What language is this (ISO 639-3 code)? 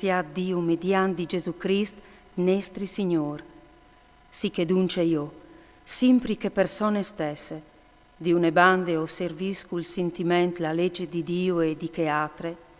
fur